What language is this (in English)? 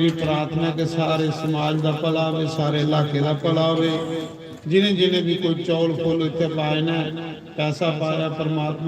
Dogri